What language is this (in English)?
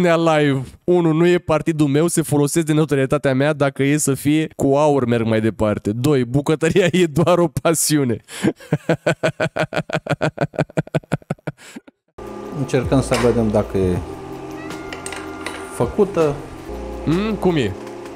Romanian